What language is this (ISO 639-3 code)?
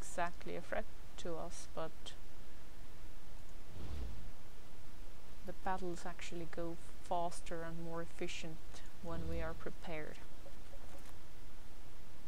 eng